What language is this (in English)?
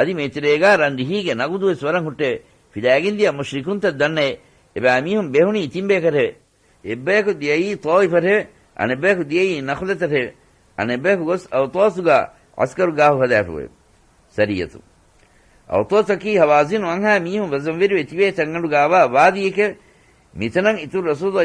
Divehi